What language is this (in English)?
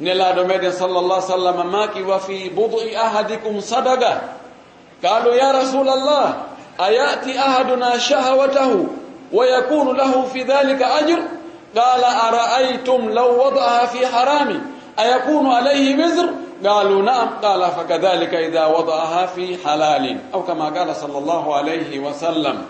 Fula